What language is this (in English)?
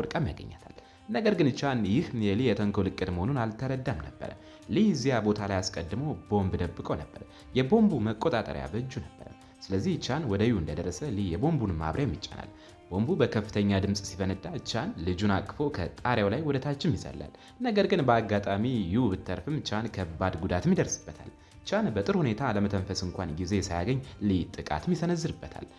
Amharic